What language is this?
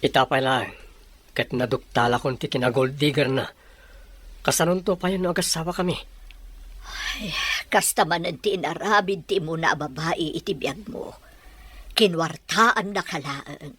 Iloko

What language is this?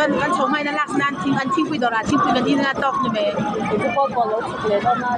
Mizo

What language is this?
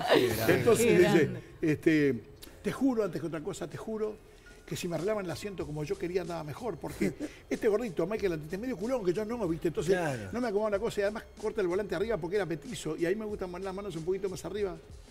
Spanish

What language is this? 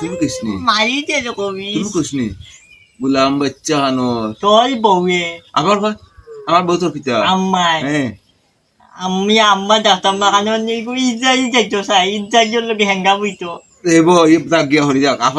Sylheti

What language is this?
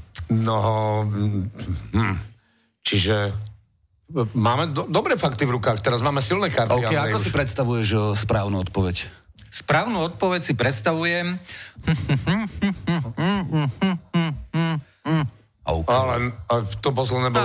Slovak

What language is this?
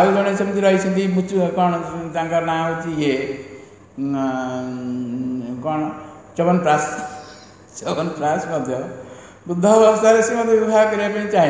Odia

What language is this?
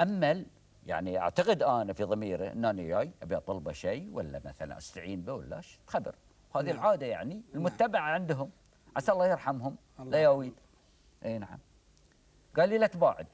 Gulf Arabic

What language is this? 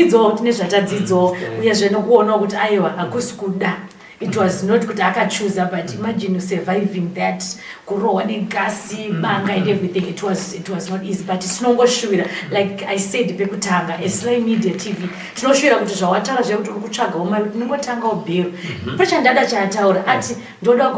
Shona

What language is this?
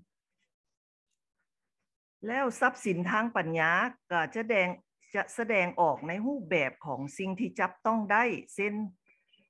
Lao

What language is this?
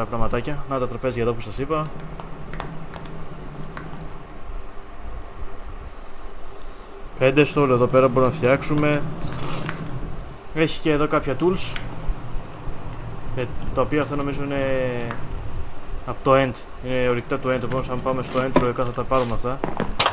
Greek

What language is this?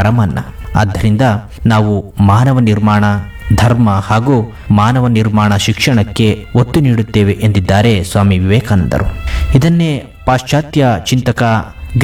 Kannada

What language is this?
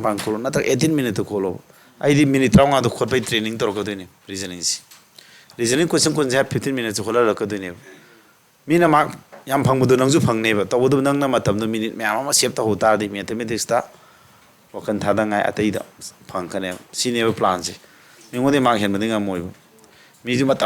Manipuri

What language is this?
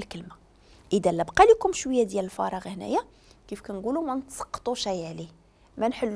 Moroccan Arabic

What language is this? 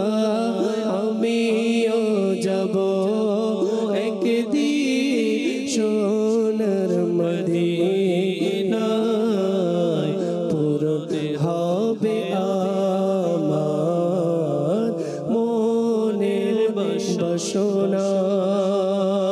Bangla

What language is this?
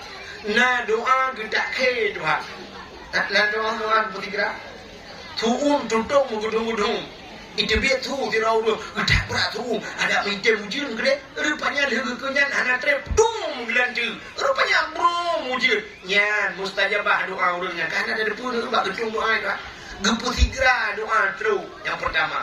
Achinese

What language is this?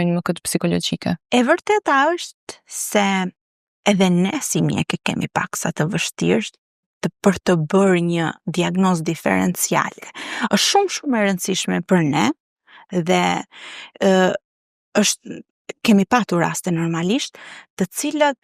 Albanian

